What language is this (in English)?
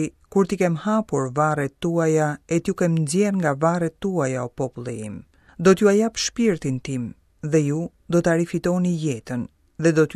Albanian